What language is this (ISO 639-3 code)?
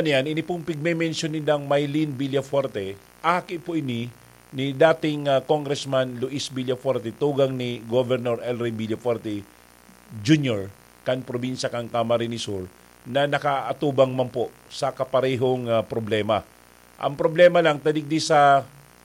bik